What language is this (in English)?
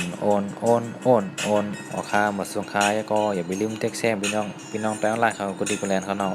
Shan